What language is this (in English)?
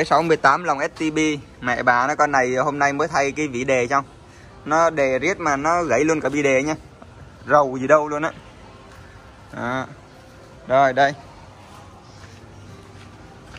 Vietnamese